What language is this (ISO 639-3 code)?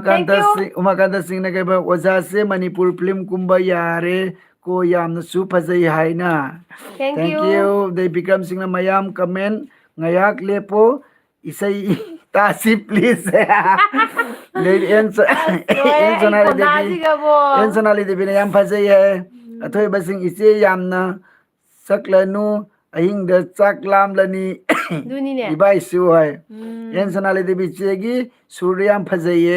mni